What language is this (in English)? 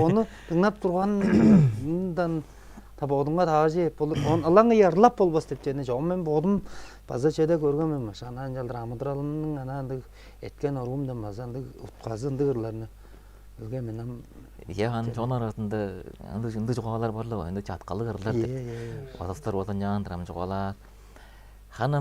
Tuvinian